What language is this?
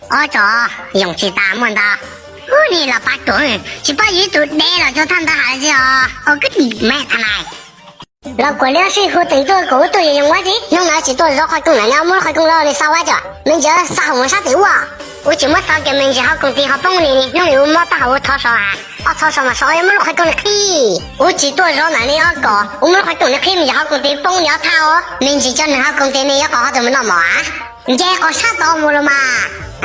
Hmong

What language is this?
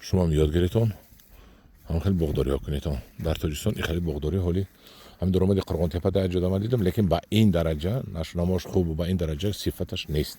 Tajik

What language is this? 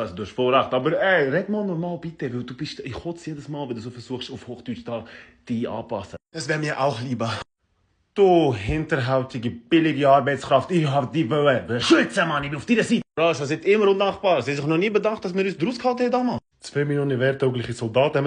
Swiss German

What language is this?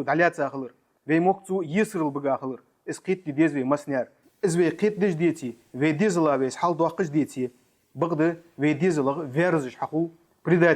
Ingush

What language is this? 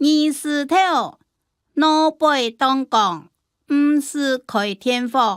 Hakka Chinese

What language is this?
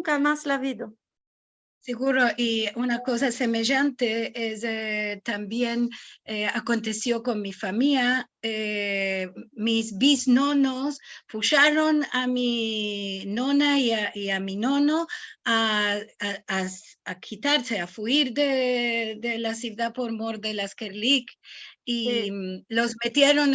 Ladino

